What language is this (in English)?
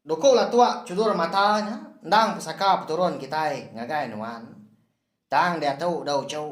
Iban